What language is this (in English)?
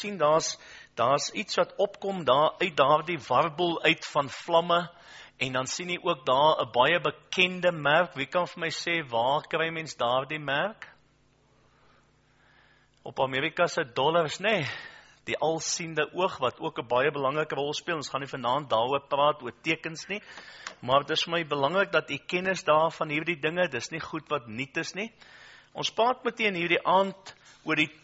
Afrikaans